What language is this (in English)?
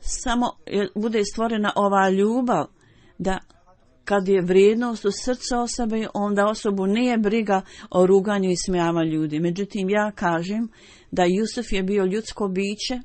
Bosnian